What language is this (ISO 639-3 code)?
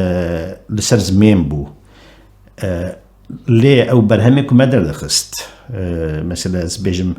kur